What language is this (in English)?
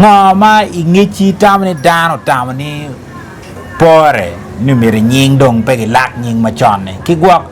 Acoli